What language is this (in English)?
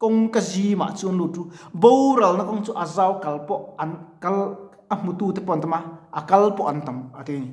Mizo